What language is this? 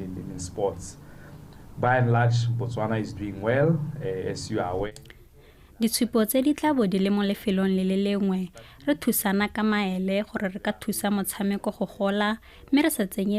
Tswana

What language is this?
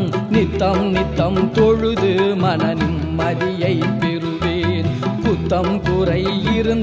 Tamil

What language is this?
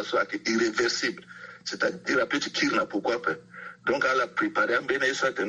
Sango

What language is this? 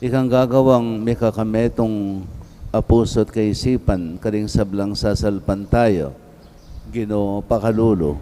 Pampanga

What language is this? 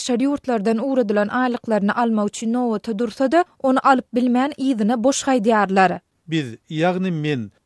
Turkmen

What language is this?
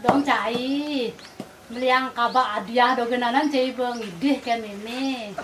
Balinese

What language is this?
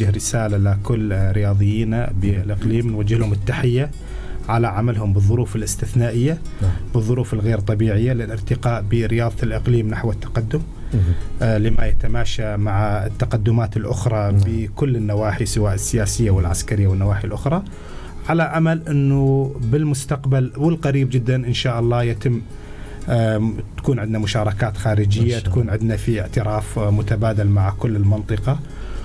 North Levantine Arabic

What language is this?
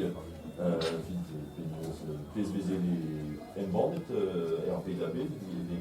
Breton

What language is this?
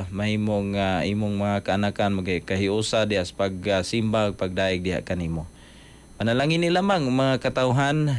Cebuano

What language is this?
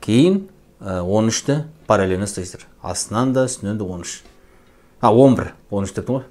Kazakh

